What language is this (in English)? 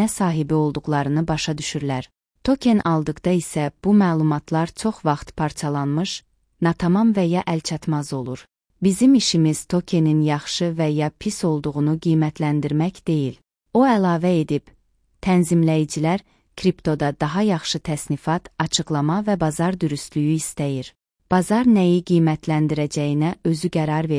Azerbaijani